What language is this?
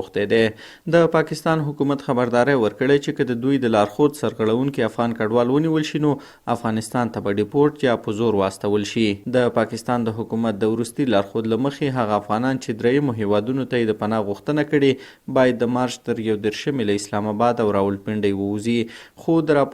Pashto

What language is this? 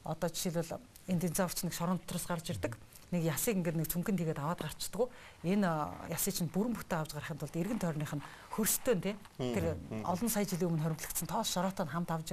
Mongolian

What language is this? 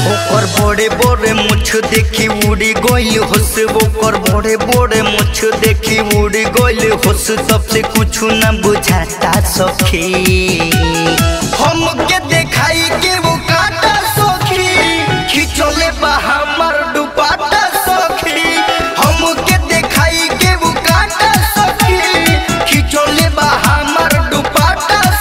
Bhojpuri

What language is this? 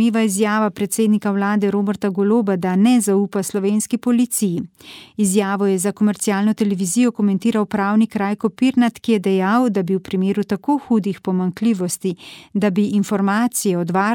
Slovenian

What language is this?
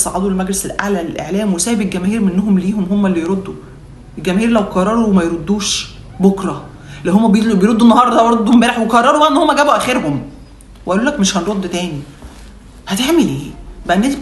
Egyptian Arabic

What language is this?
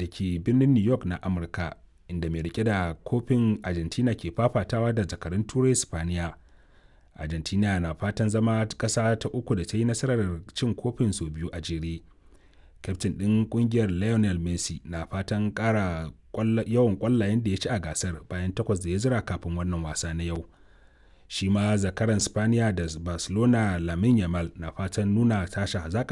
Hausa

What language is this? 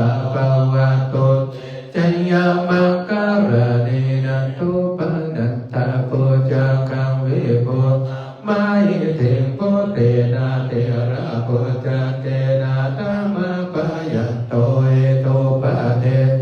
Pali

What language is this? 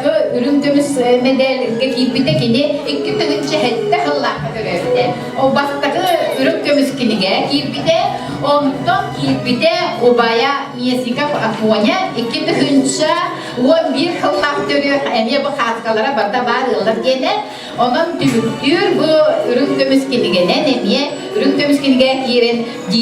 Yakut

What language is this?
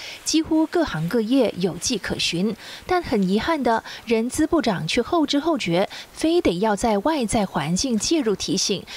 Chinese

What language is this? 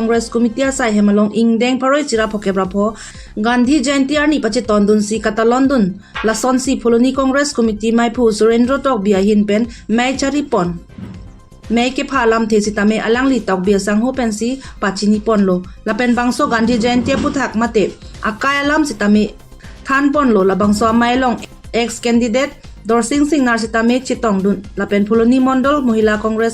Karbi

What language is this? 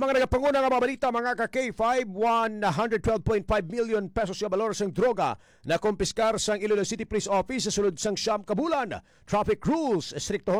Hiligaynon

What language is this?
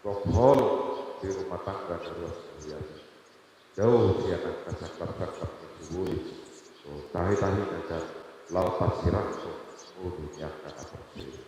Batak Toba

